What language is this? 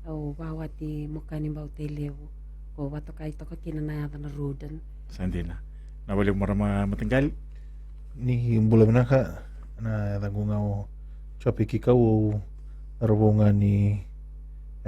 Fijian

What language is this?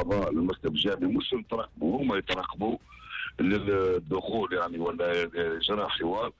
Tunisian Arabic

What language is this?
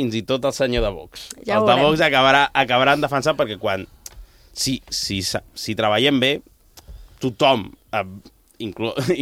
Catalan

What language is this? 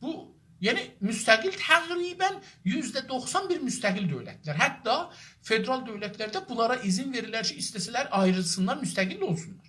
South Azerbaijani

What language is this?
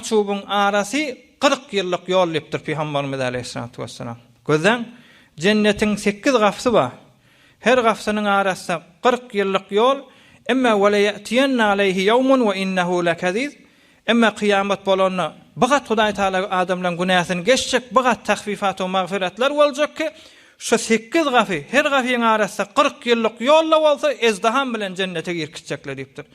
Turkmen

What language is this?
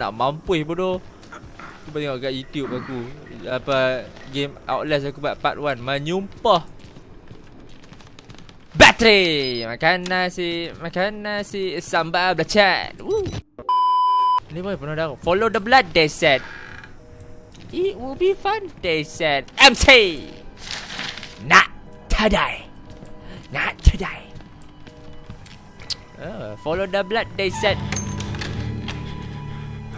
Malay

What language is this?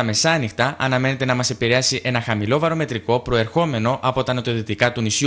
Greek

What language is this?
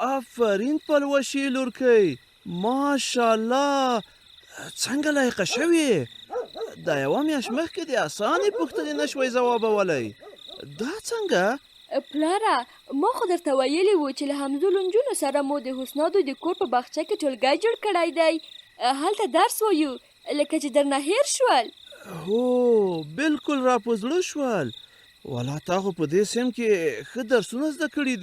Pashto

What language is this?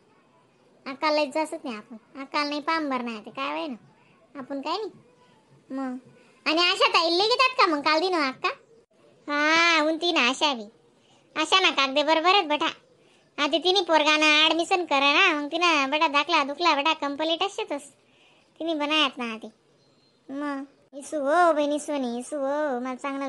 Khandesi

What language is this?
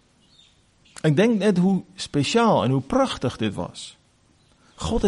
Afrikaans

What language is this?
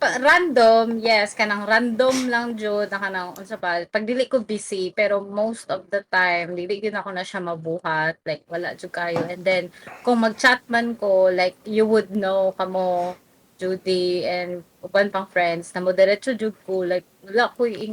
Cebuano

